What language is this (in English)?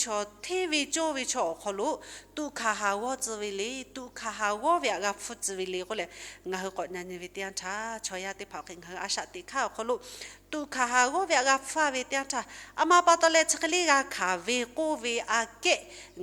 Lahu